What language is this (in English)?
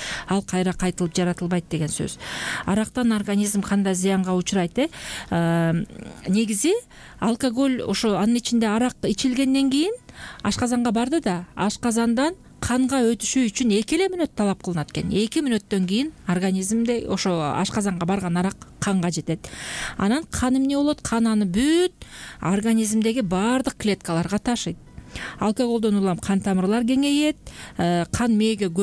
Kyrgyz